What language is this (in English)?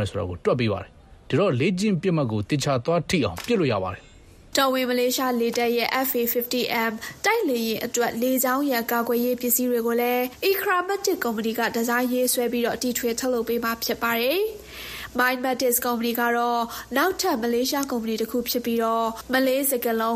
Burmese